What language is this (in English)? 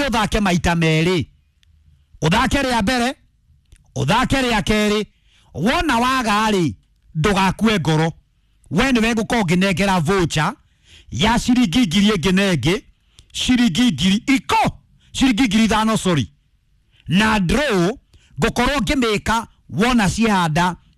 Kikuyu